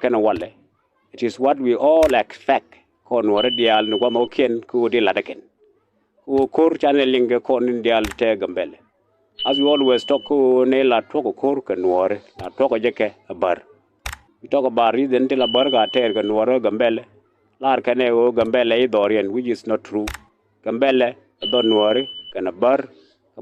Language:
Nuer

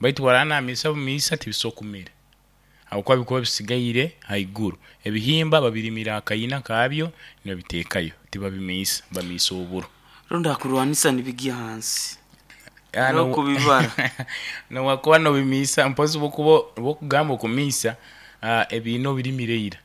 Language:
Nyoro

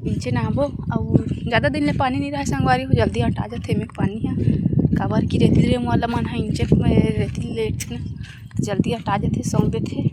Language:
Chhattisgarhi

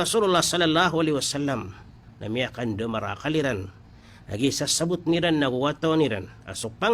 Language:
Maranao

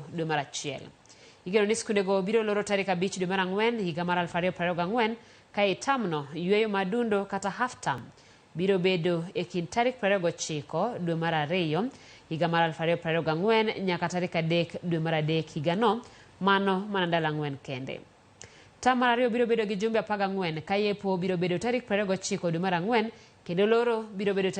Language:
Luo (Kenya and Tanzania)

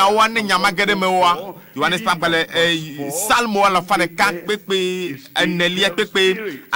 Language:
Ewe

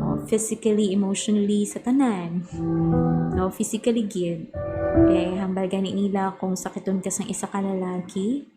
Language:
Hiligaynon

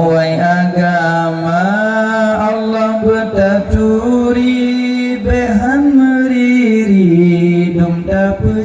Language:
Achinese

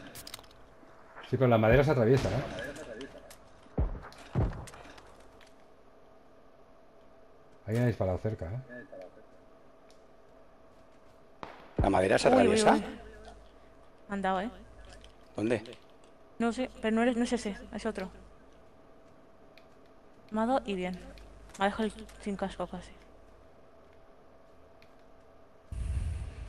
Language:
Spanish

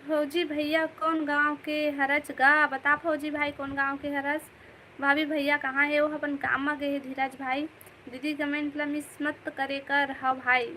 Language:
Chhattisgarhi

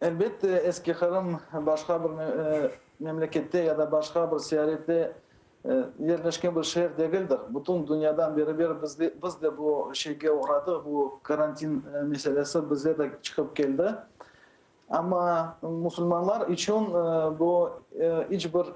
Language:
Crimean Tatar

